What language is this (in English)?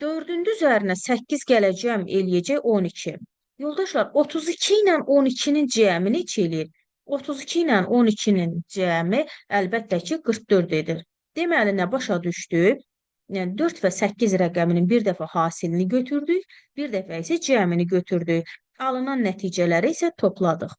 Azerbaijani